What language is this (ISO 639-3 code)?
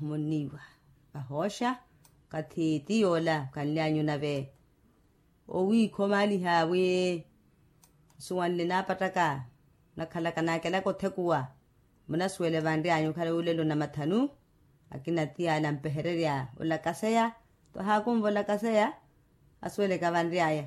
vmw